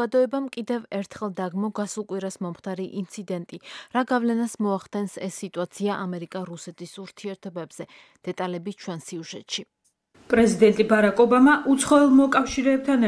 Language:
Georgian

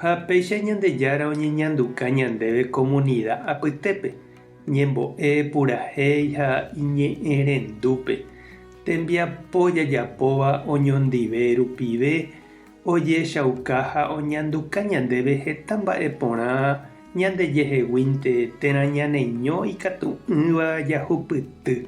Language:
Guarani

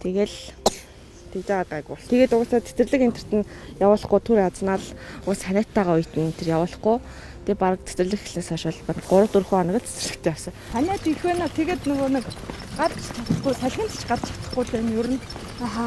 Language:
Mongolian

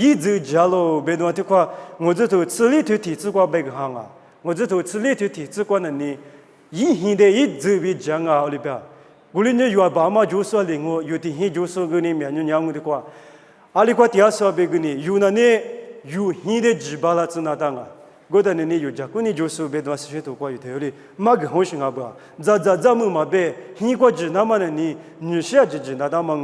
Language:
Lisu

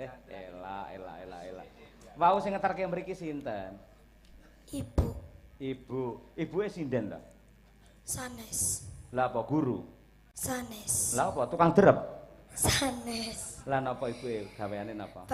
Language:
Javanese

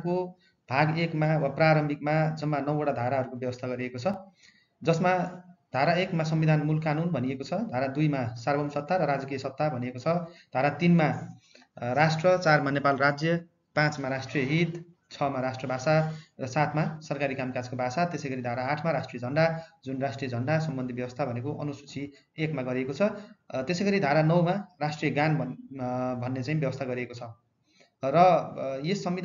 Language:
Nepali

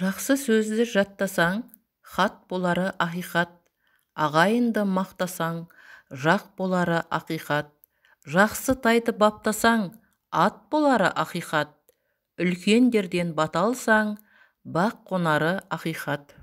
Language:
Kazakh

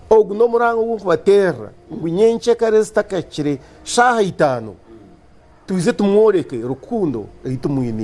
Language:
Nyankole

